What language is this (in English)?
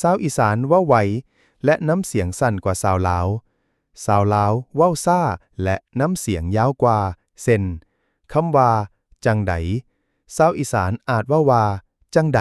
Lao